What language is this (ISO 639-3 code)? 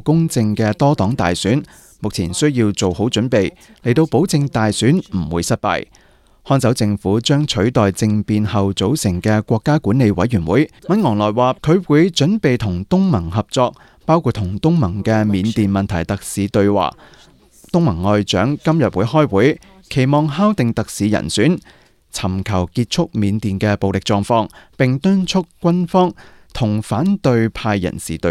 yue